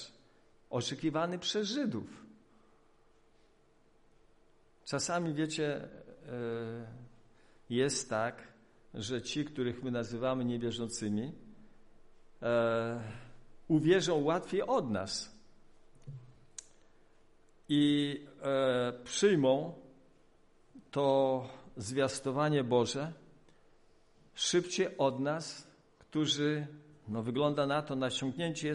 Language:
Polish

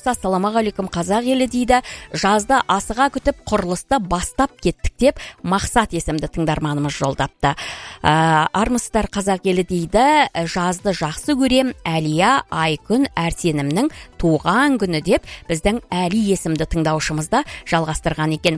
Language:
Kazakh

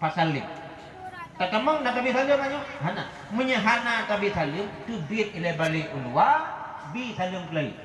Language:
Achinese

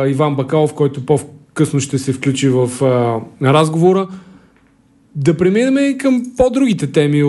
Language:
Bulgarian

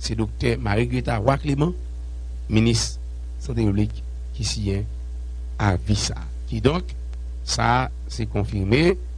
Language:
Haitian Creole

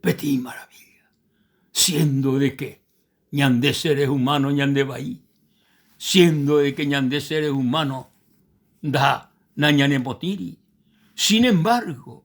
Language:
Guarani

